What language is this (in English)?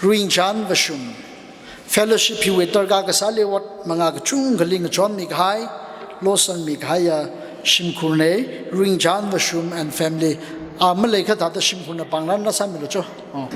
Tangkhul Naga (India)